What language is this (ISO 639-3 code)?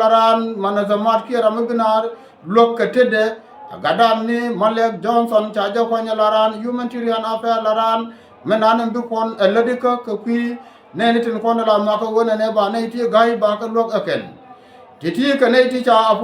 nus